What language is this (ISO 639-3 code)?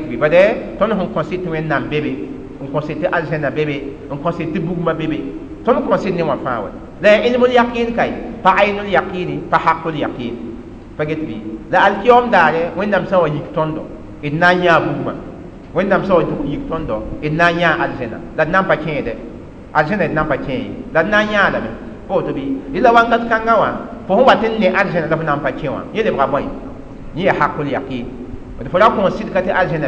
mos